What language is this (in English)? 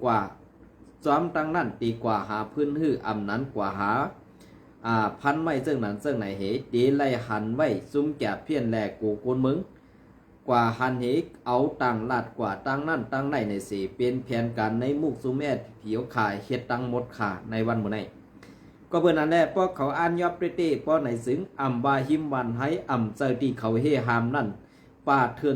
Shan